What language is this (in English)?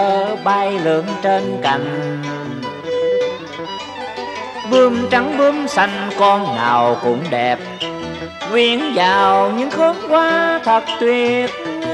Vietnamese